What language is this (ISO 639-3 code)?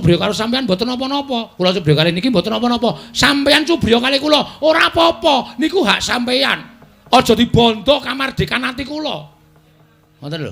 jav